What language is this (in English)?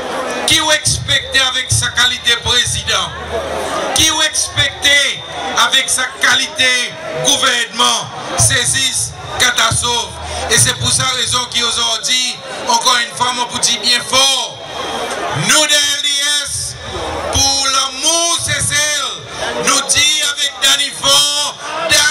Seselwa Creole French